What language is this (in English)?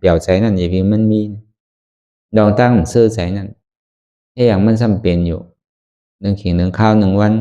Shan